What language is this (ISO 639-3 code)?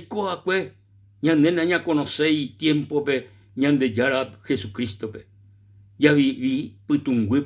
grn